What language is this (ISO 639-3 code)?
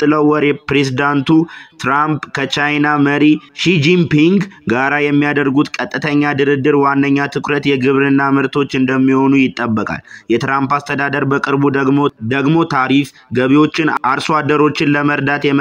amh